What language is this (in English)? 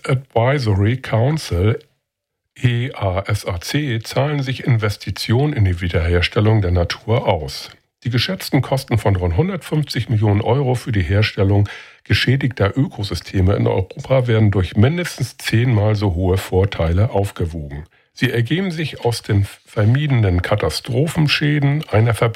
German